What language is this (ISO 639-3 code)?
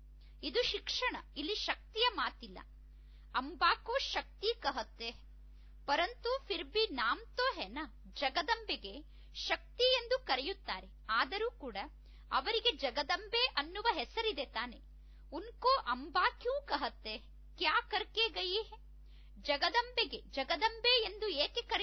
kan